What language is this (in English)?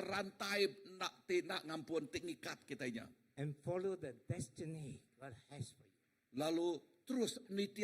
Iban